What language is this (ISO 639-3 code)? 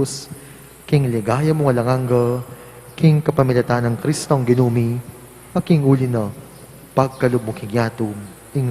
pam